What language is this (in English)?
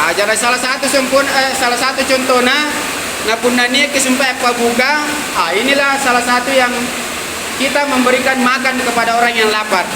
Makasar